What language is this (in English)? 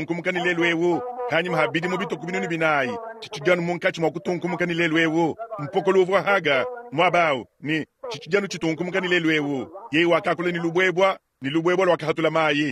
Luba-Lulua